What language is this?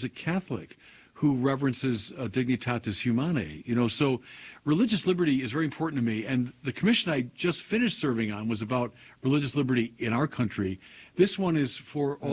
English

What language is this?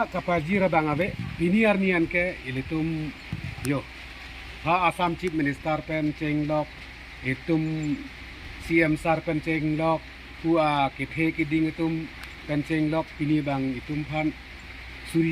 Karbi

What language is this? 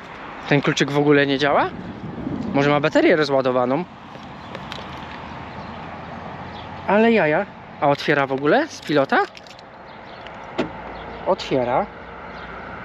Polish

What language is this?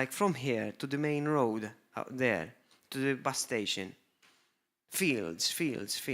English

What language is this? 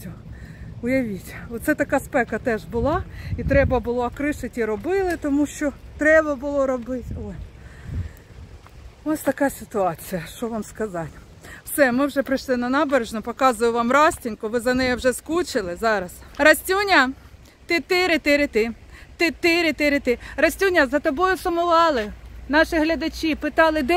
Ukrainian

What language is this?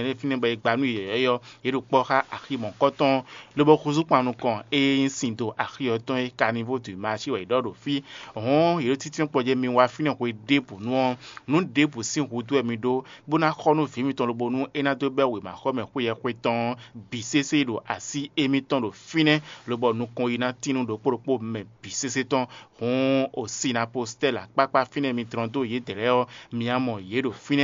Fon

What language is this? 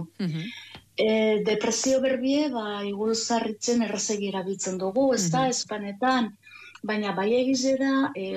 Basque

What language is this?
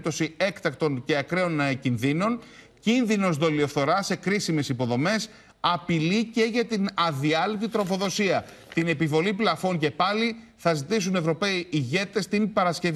Greek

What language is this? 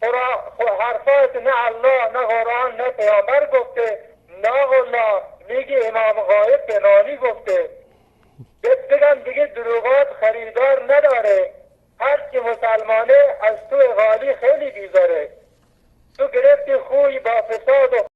Persian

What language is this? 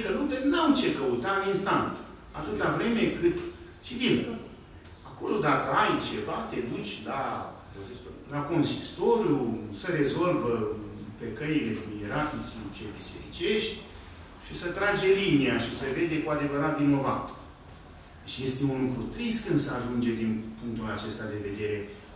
Romanian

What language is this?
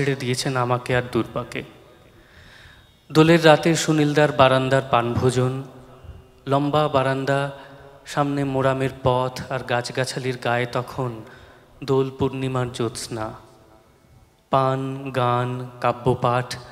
Bangla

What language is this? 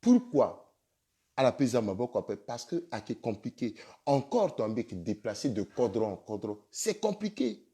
Sango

